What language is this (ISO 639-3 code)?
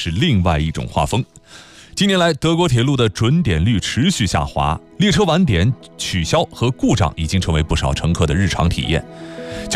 zho